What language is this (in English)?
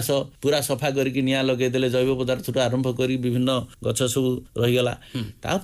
Odia